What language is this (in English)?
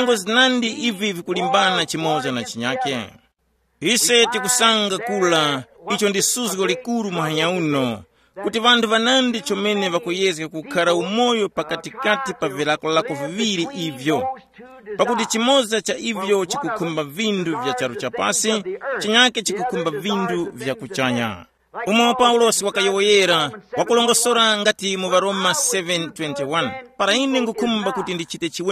Tumbuka